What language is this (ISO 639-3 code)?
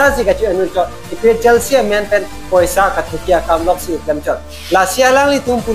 mjw